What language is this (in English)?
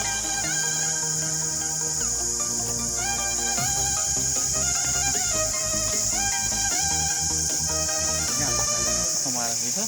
Lao